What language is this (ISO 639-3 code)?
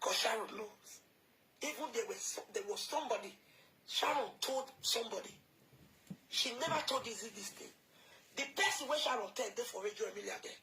pcm